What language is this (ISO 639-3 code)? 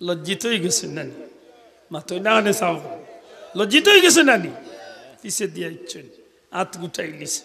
syl